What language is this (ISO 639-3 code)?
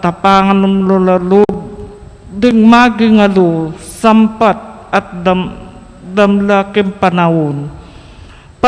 pam